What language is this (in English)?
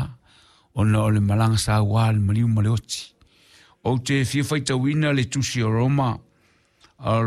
Samoan